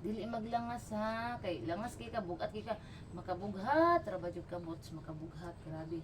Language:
Cebuano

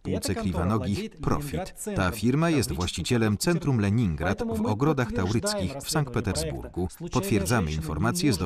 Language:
Polish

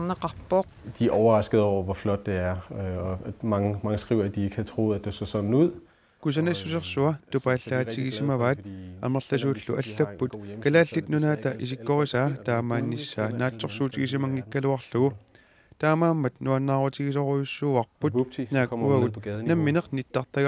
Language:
Kalaallisut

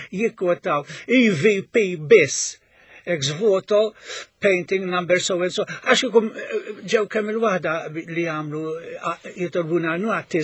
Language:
Maltese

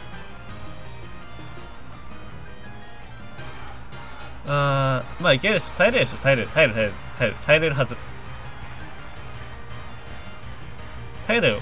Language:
Japanese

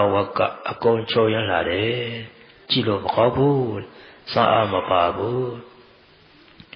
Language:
Burmese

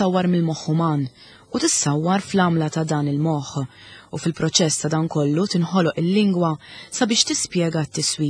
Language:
Maltese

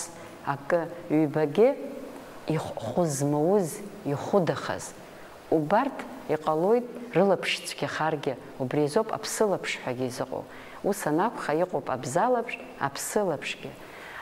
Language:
Abkhazian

